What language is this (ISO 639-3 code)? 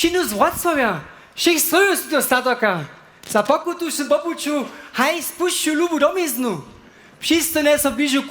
hsb